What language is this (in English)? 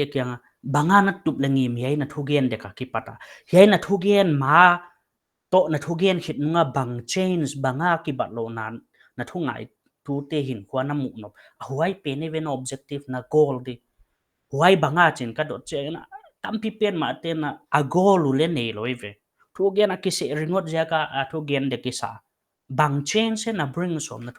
Paite Chin